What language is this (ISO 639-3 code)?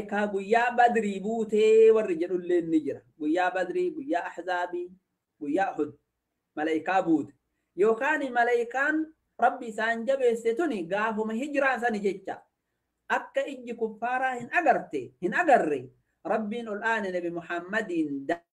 orm